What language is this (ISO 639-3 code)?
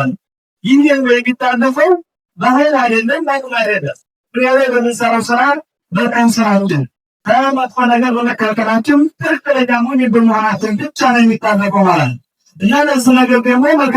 amh